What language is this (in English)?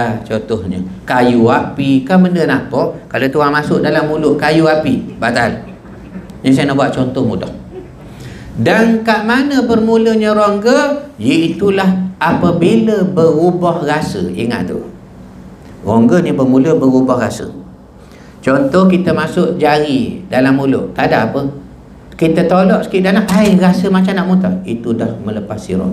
Malay